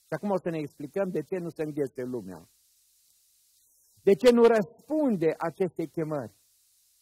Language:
Romanian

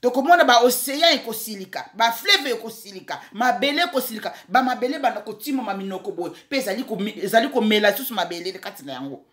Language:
Lingala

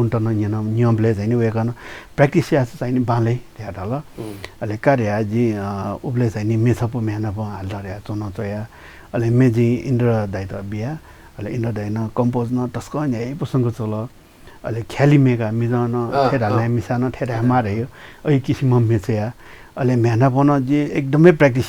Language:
Newari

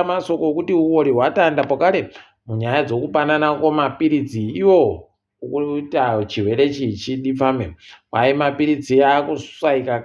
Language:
Ndau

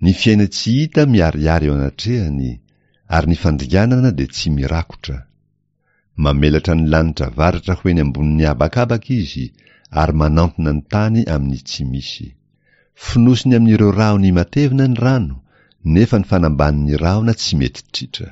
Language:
Malagasy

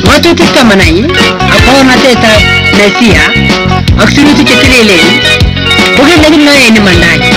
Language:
Kalenjin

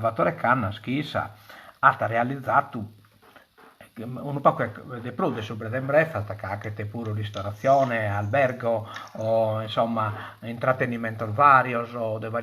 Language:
Sardinian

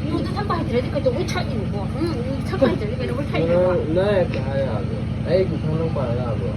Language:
Manipuri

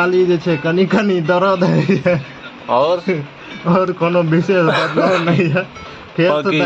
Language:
Maithili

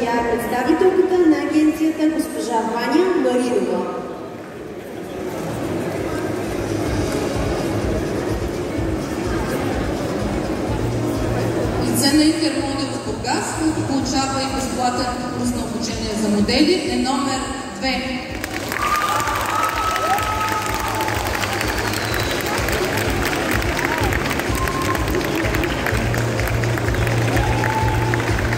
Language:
Bulgarian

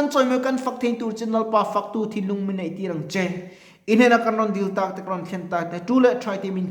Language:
Mizo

